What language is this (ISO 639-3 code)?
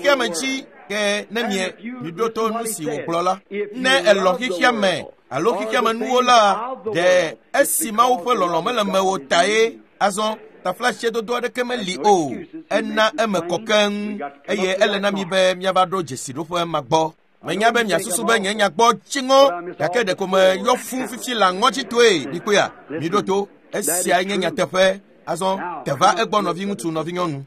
ewe